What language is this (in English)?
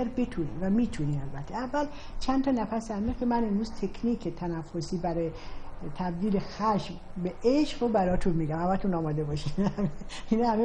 Persian